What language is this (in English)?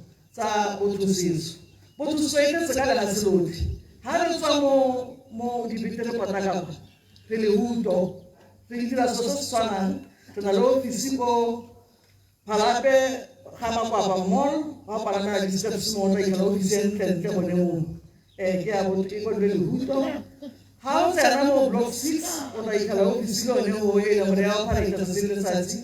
Tswana